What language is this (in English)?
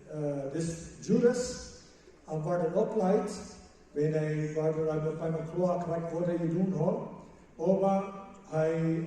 Plautdietsch